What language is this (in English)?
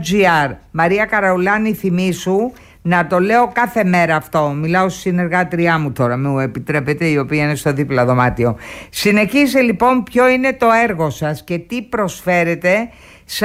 Greek